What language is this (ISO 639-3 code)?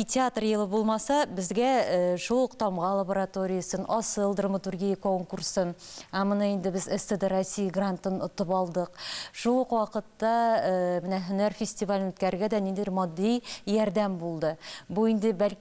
tat